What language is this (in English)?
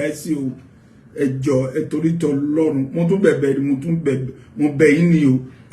Yoruba